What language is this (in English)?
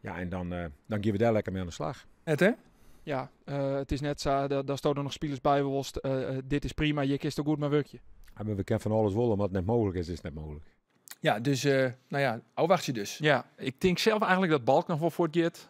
Western Frisian